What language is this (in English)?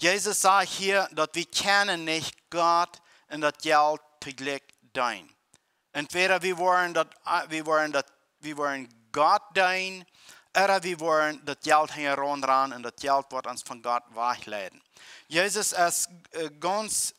Plautdietsch